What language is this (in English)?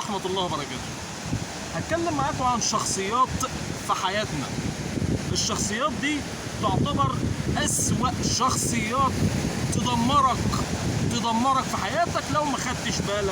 Egyptian Arabic